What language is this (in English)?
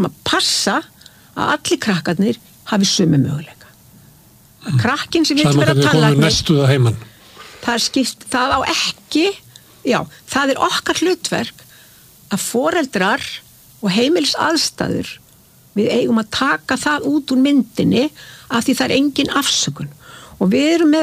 Icelandic